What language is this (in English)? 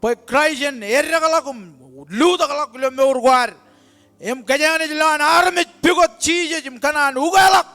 Marshallese